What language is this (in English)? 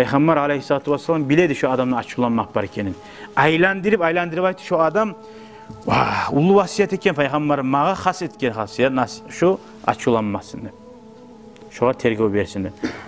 Kumyk